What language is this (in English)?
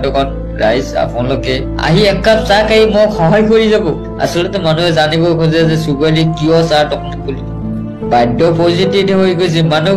Assamese